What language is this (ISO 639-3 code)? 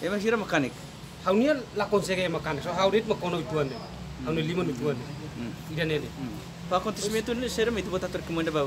tet